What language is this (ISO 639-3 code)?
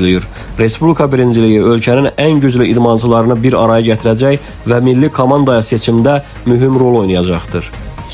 aze